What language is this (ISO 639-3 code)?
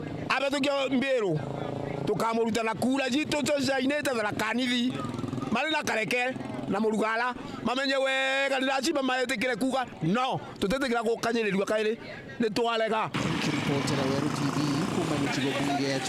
mer